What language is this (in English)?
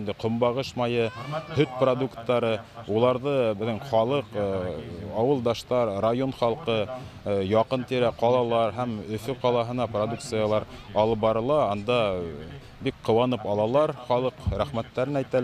Bashkir